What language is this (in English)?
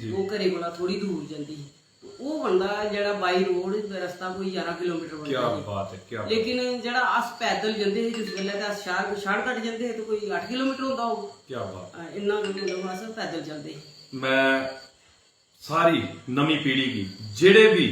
Dogri